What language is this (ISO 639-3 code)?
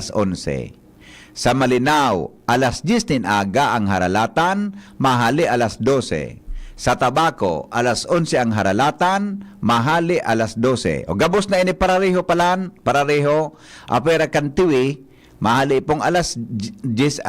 bik